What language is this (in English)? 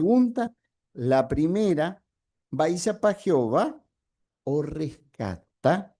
Guarani